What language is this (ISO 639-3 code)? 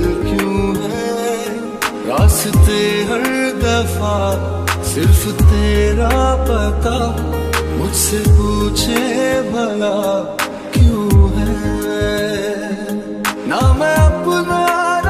hin